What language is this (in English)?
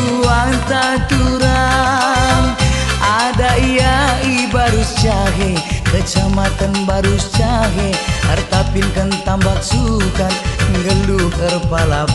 Batak Karo